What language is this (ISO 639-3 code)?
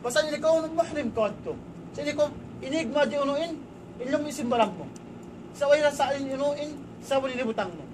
tsg